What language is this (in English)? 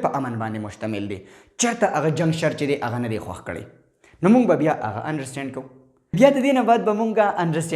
Pashto